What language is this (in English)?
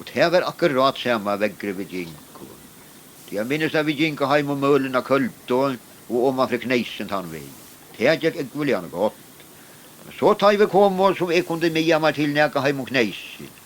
Faroese